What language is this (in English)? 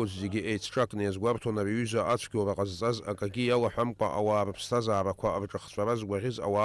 Abkhazian